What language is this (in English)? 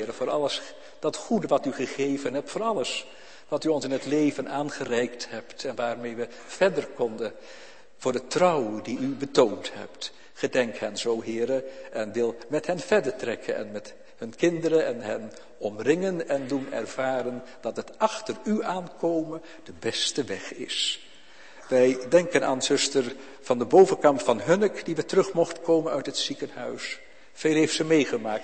Dutch